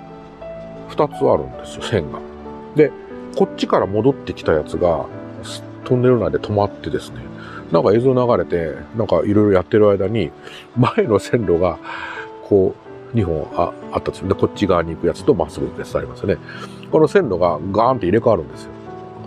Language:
Japanese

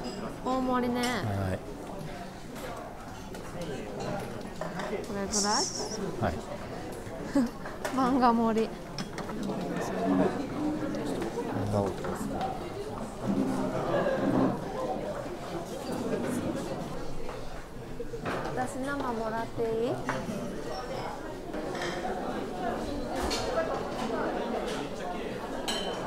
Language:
Japanese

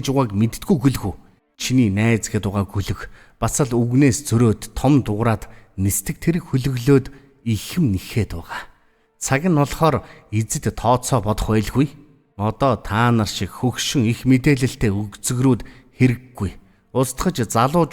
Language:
Mongolian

